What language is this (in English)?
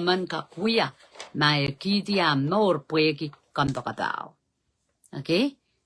Pohnpeian